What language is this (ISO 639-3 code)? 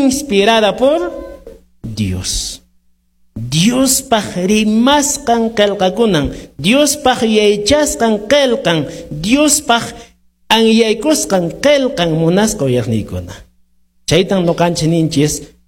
que